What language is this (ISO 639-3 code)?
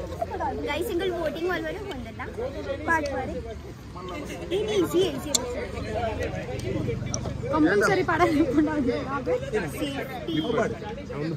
tcy